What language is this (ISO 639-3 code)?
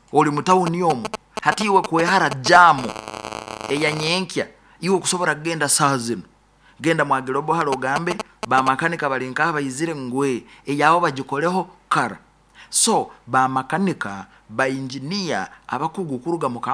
nyo